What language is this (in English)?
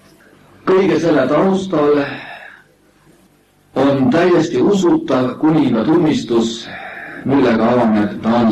Estonian